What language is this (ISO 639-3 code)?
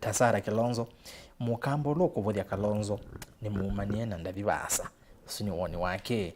kam